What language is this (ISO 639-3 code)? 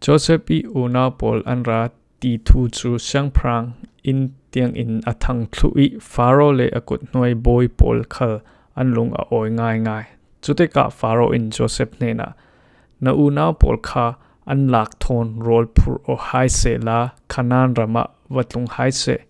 cfm